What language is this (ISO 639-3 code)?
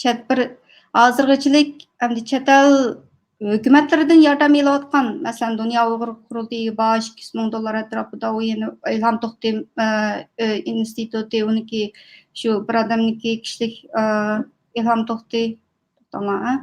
uig